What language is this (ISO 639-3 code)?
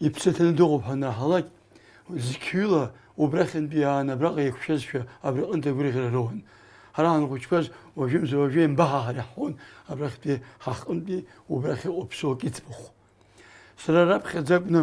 abk